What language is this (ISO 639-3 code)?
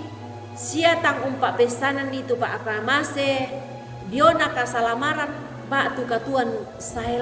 sda